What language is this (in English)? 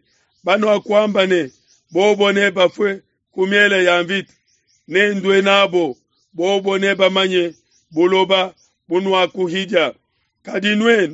Luba-Lulua